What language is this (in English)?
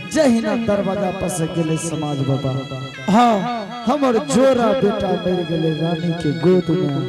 Angika